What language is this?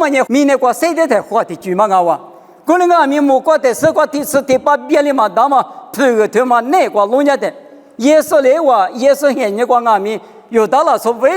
Lisu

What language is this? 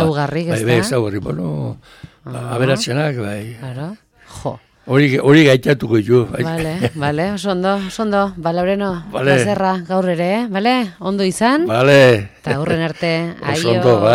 Basque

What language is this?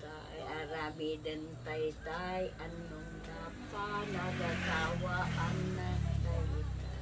Iloko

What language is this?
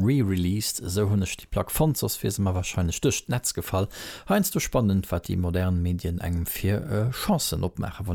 Luxembourgish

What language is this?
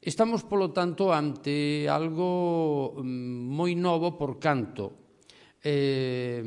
Galician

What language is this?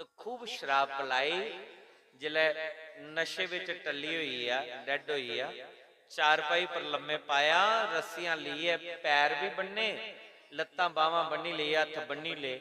Dogri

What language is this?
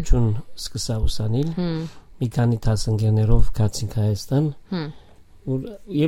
Armenian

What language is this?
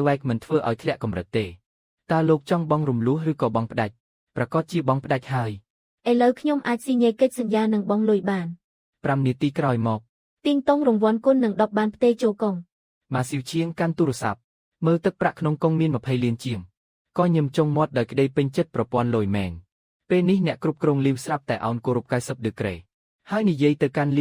Khmer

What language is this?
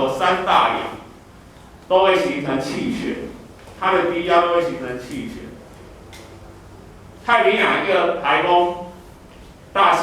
Min Nan Chinese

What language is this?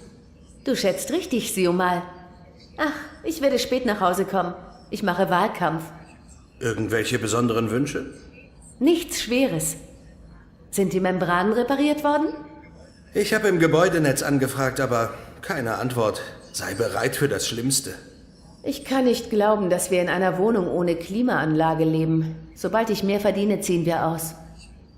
Swiss German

